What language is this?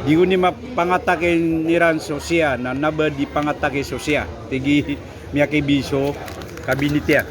Maranao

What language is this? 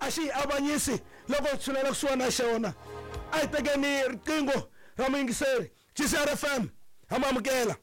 Tsonga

